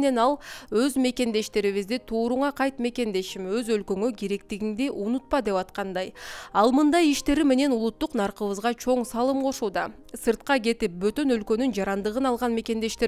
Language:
Kyrgyz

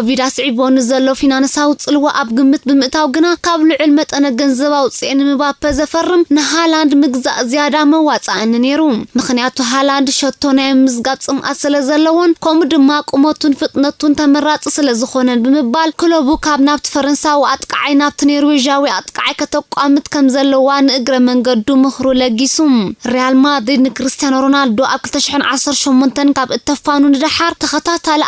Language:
Tigrinya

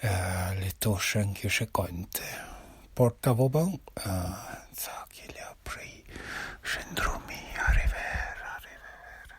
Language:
Arpitan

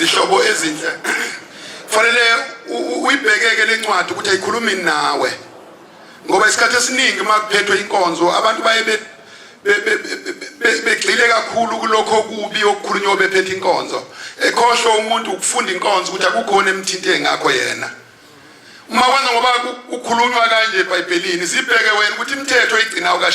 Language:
Zulu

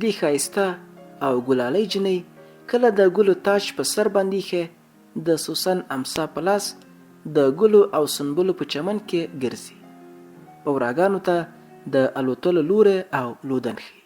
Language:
Pashto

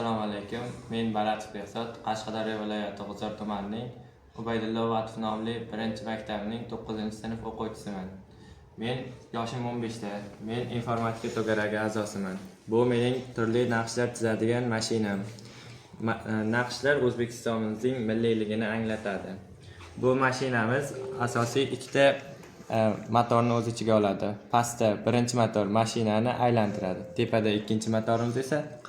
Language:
Uzbek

